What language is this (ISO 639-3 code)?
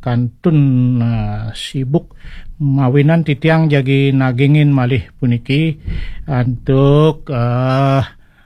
ban